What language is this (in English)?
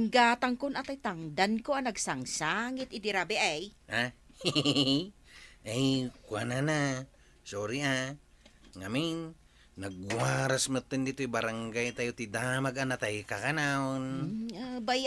Iloko